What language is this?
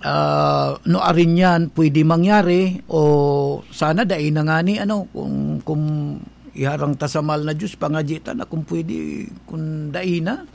Bikol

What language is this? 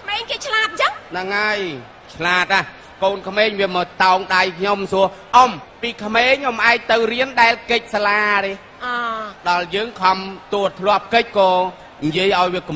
Khmer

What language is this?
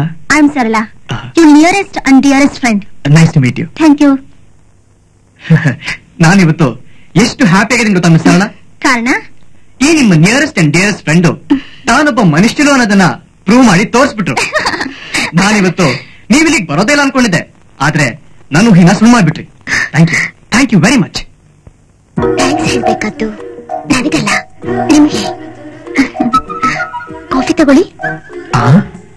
Kannada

